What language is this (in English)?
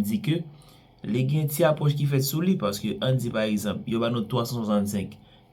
Haitian Creole